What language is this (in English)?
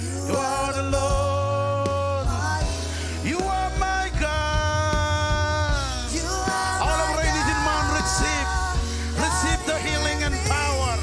Marshallese